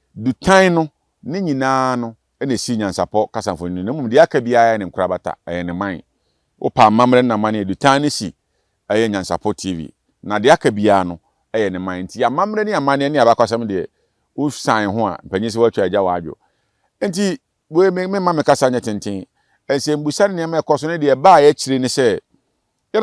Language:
Akan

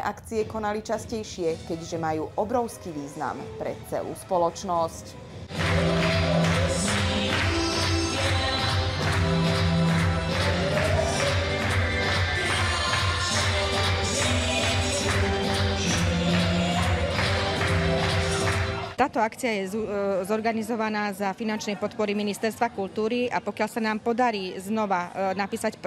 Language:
Slovak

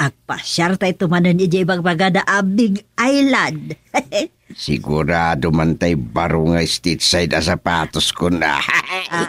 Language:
Iloko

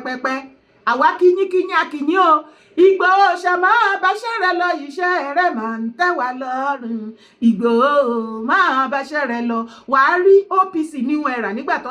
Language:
Yoruba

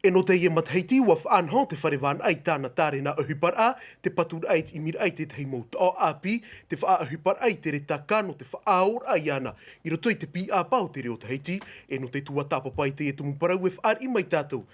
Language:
Tahitian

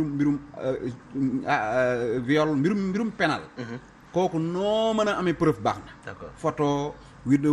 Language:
Wolof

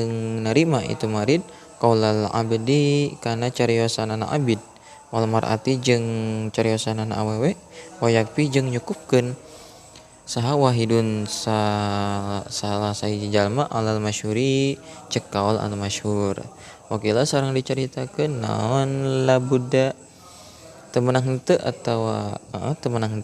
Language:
Sundanese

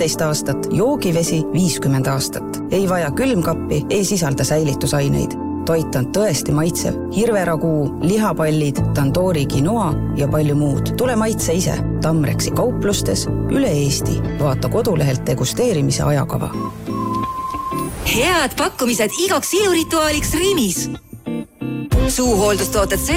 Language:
Estonian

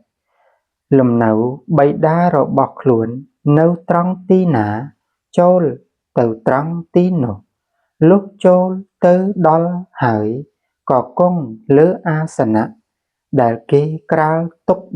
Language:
Khmer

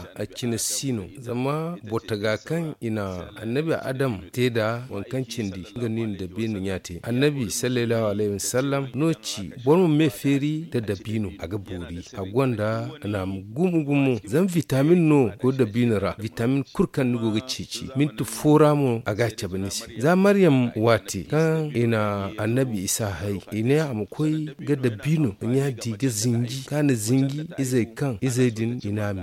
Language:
Zarma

